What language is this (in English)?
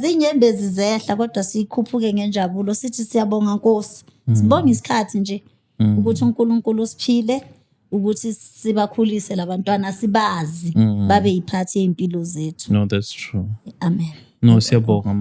Zulu